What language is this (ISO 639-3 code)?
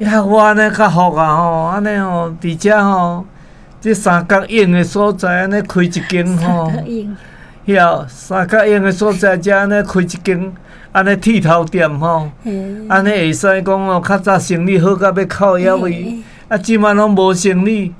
nan